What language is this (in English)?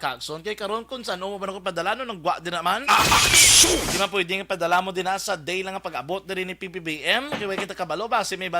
Hiligaynon